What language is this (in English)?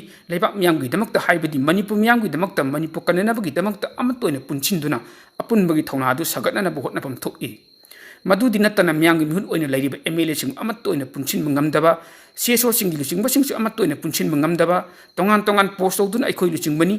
Manipuri